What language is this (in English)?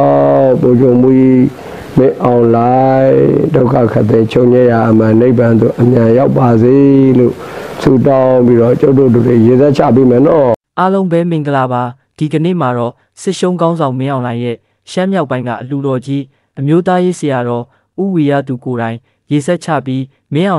Burmese